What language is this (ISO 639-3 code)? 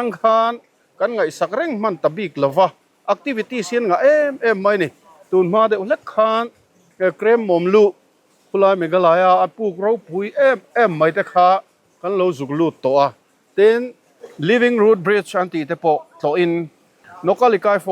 lus